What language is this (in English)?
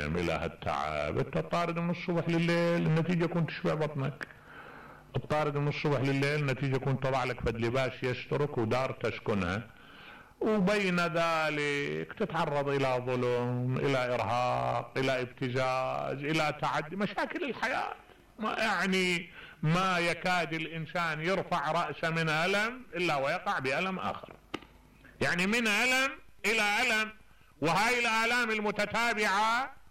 Mesopotamian Arabic